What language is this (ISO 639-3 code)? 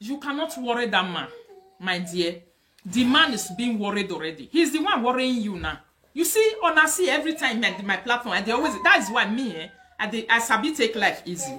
pcm